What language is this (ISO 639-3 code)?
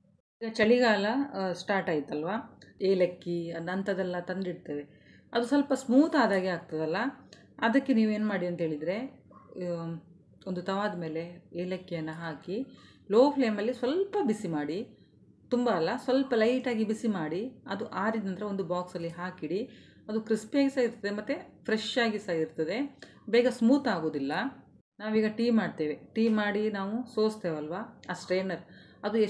kan